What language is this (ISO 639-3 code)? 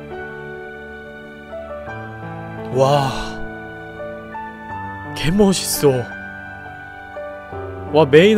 kor